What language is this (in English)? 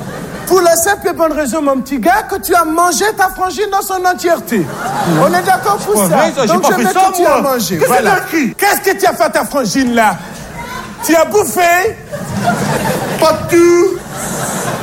French